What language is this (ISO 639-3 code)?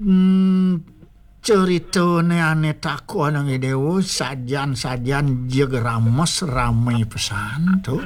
ban